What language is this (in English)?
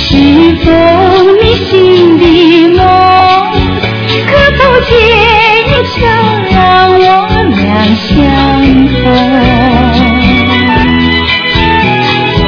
Chinese